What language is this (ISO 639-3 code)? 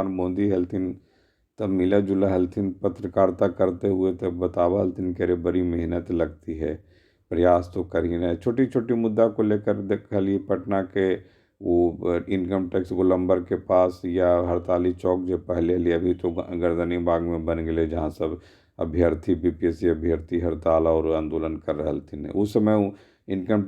mag